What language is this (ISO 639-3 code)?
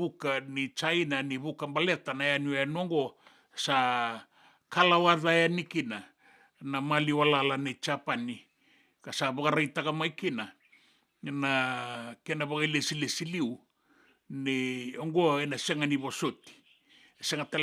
fij